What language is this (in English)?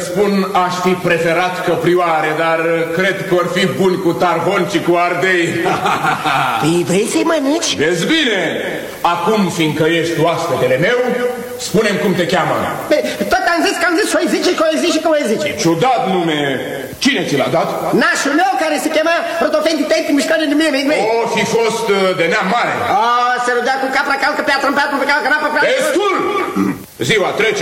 Romanian